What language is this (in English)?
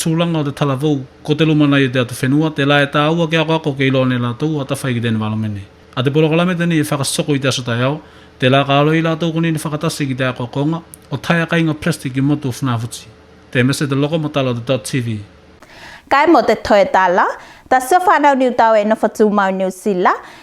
Tuvalu